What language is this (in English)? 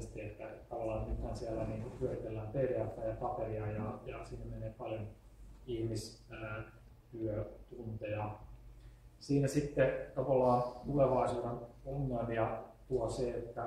Finnish